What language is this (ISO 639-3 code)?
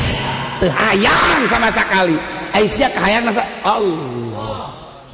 sun